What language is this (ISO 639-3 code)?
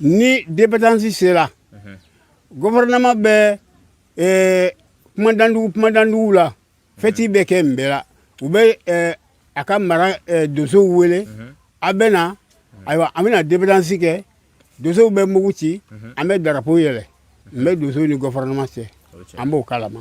bam